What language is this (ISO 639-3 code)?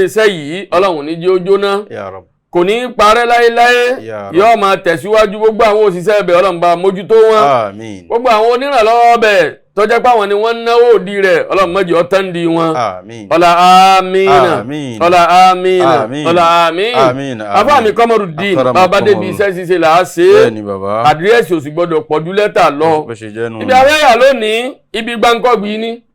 yor